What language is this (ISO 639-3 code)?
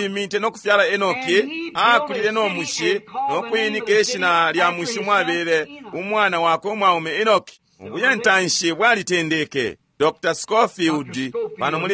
bem